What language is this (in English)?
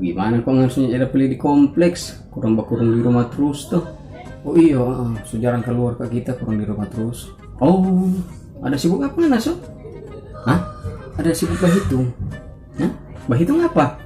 Manado Malay